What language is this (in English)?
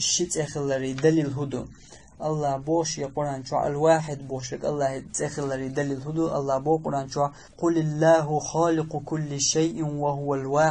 Chechen